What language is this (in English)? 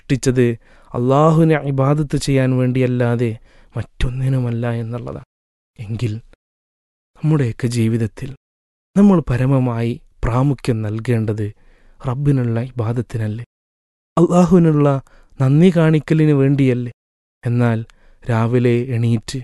Malayalam